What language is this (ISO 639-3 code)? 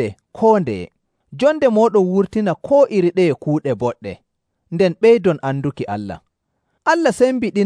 fuv